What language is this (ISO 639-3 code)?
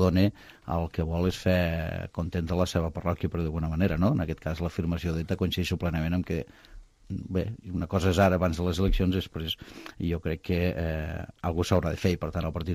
cat